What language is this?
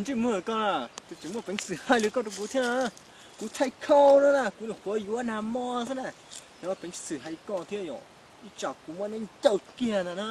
Hmong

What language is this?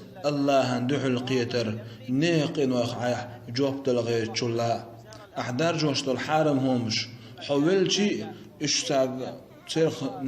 Chechen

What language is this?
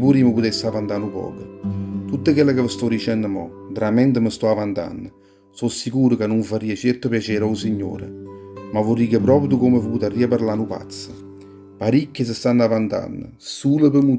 Neapolitan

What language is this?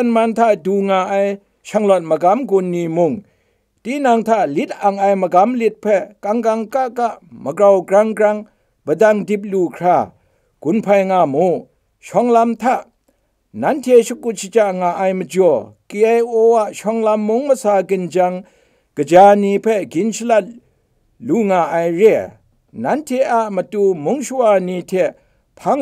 Kachin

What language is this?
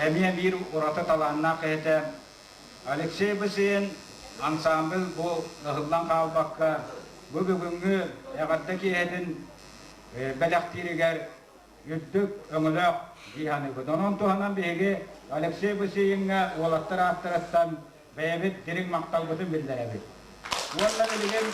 Yakut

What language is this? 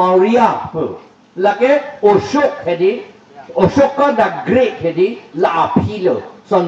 Karbi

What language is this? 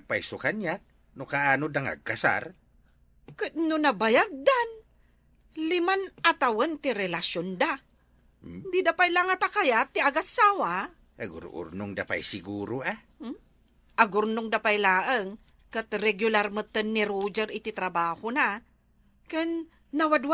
Iloko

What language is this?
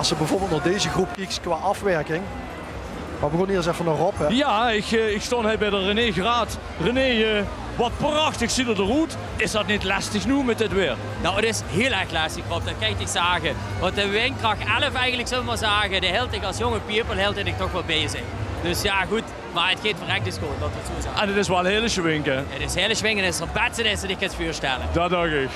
Limburgish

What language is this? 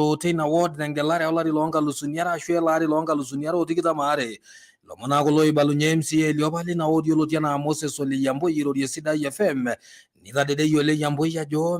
Masai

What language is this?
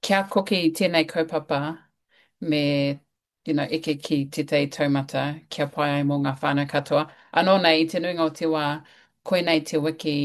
Māori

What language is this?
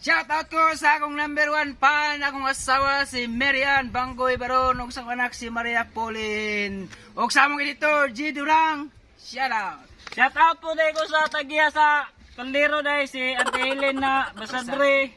Cebuano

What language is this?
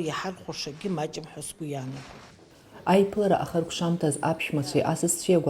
Abkhazian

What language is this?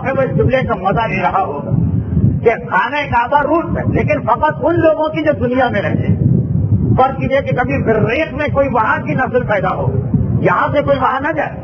Urdu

